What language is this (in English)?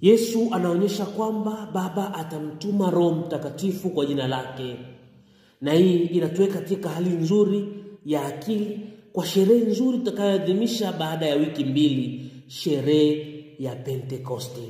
Swahili